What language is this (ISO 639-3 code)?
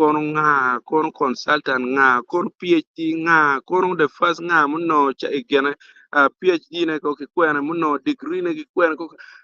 ach